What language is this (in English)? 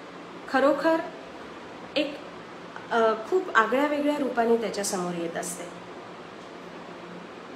Marathi